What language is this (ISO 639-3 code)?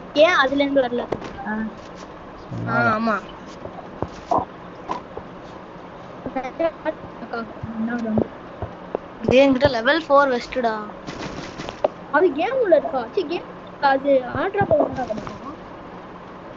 tam